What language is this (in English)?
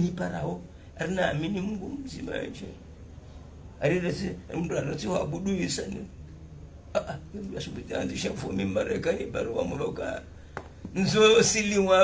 Swahili